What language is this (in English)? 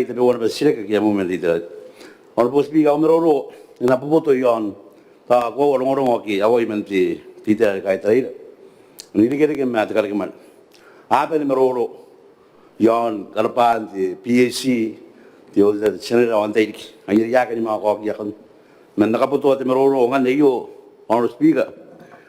Gilbertese